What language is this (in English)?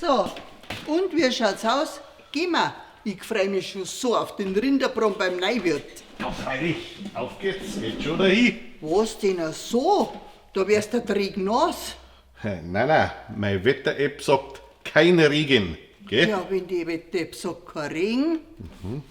Bavarian